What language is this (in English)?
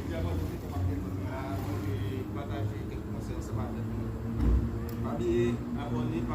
Haitian Creole